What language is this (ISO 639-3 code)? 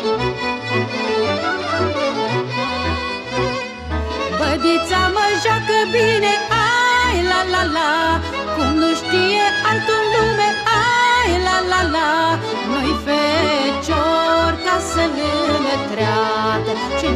ron